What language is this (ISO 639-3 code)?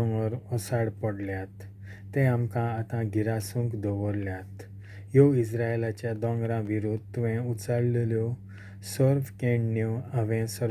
kok